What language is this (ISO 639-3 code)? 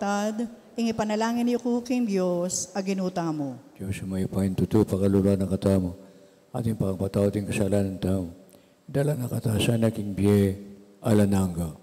pam